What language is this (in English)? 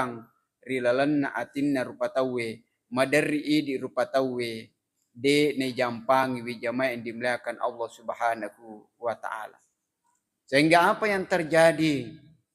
Buginese